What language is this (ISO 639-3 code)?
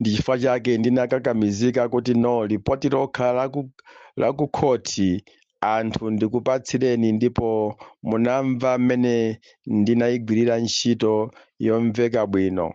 nya